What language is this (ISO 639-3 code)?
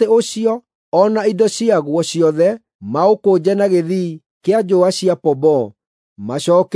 kik